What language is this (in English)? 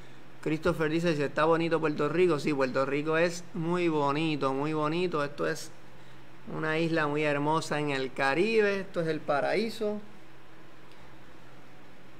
Spanish